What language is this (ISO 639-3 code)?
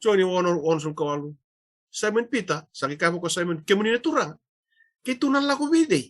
fij